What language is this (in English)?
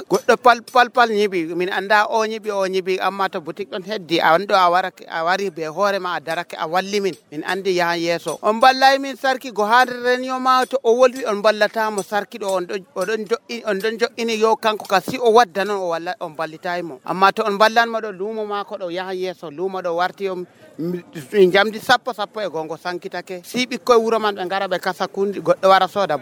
Nigerian Fulfulde